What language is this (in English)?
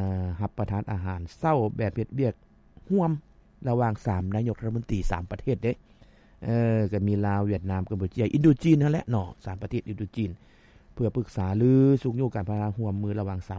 Lao